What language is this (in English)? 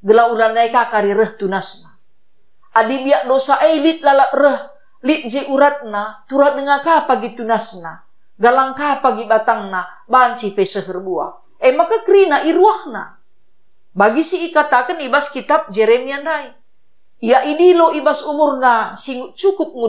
Batak Karo